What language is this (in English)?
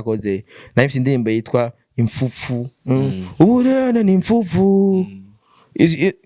Rundi